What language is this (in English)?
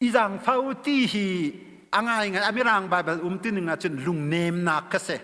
Hakha Chin